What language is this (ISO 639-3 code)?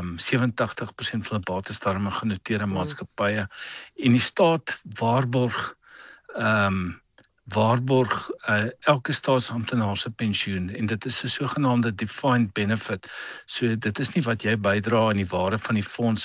afr